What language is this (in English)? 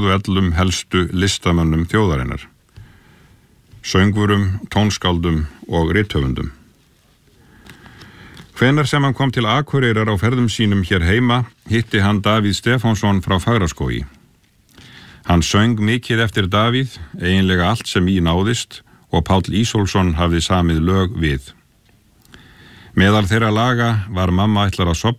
Icelandic